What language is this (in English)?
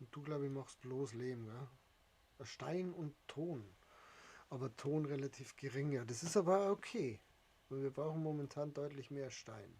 Bavarian